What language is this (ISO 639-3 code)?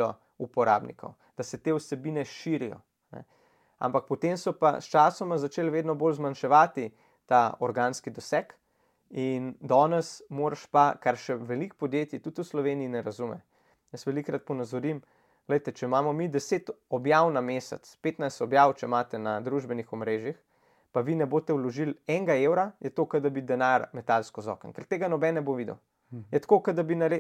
slv